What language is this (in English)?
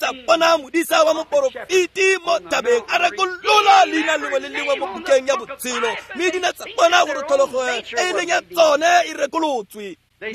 Tswana